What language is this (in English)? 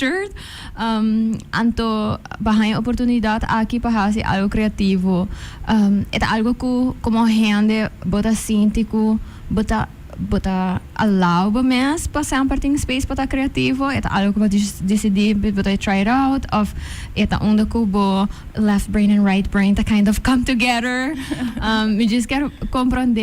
Papiamento